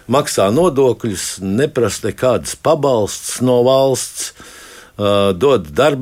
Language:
Latvian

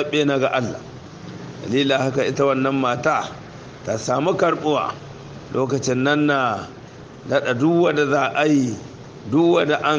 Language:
Hausa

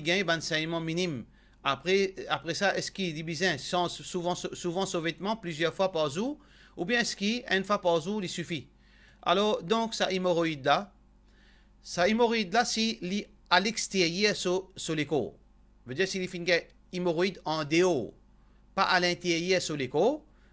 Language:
Morisyen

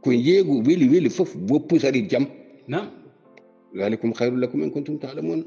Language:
Fula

